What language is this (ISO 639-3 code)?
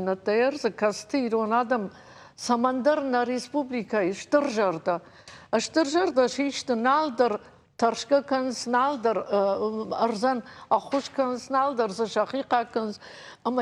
oss